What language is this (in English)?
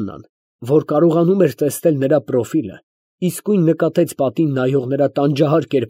Armenian